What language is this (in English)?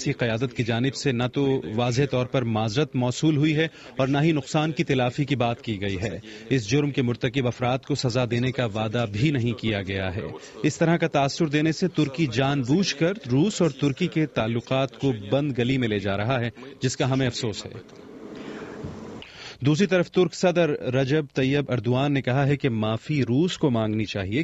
Urdu